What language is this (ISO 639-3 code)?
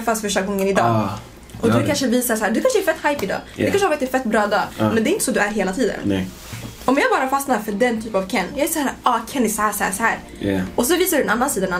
swe